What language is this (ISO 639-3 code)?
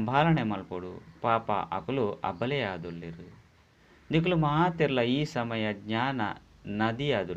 tcy